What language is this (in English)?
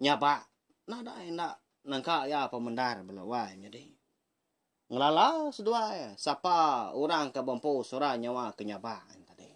Iban